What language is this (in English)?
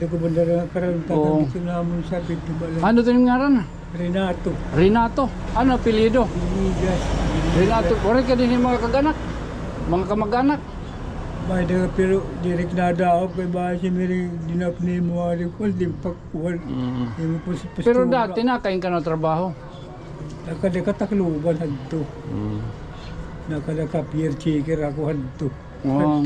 Waray